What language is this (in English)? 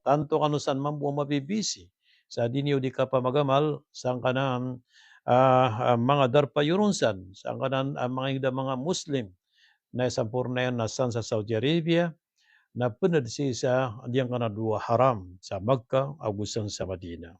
Maranao